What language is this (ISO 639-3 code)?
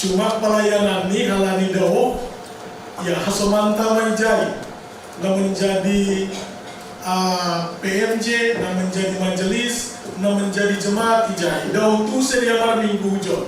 bts